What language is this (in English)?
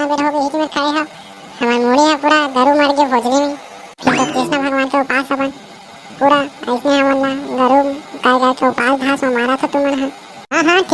Chhattisgarhi